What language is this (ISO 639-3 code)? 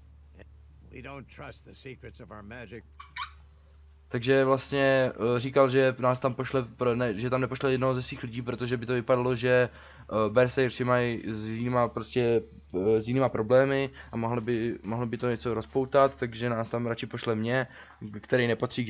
ces